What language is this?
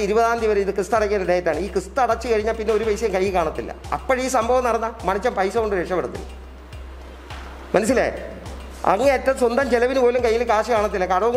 Malayalam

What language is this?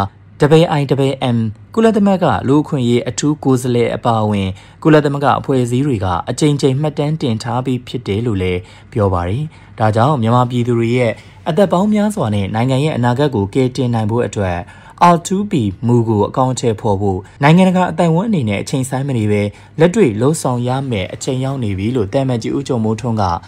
Burmese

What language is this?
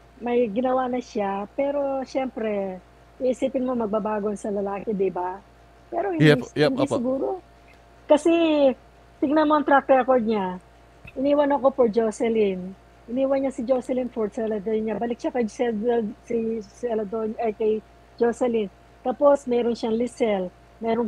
Filipino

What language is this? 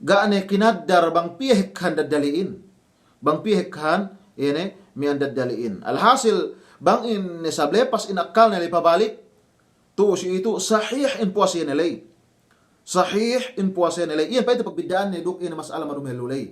Yakan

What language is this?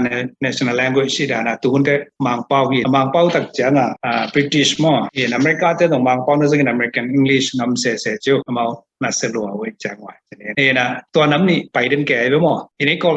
Tedim Chin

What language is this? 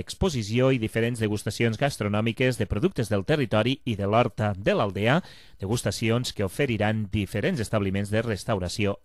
Catalan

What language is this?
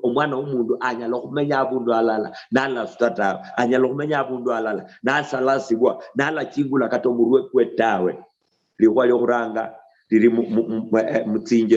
Luyia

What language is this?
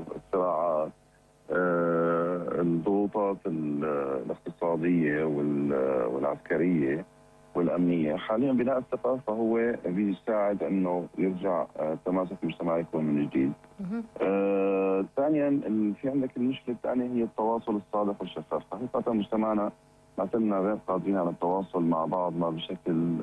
North Levantine Arabic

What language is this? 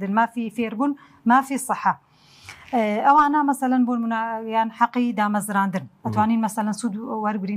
Central Kurdish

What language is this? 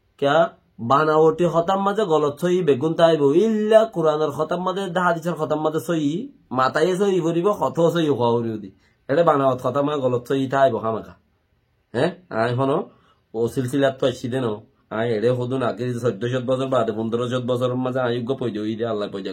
Rohingya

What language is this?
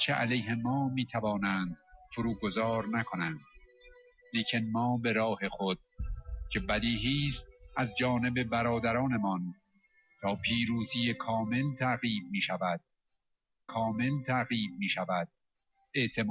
Persian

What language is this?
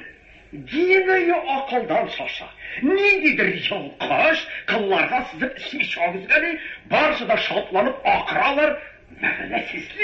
Tatar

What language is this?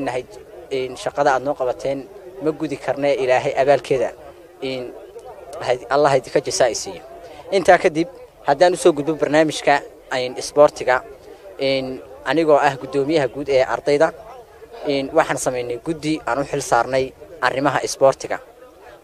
Somali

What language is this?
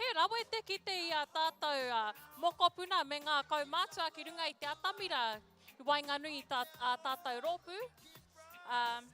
Māori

